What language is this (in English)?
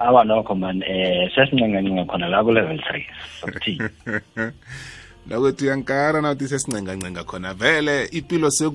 South Ndebele